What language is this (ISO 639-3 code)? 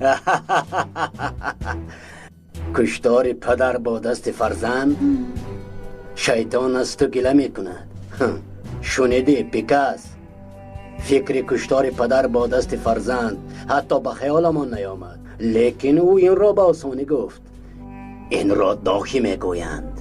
tgk